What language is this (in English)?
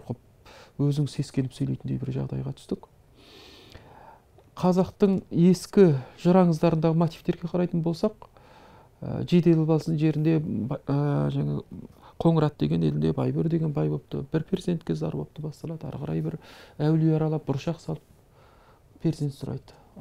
Kazakh